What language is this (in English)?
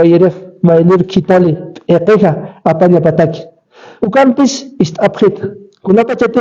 Aymara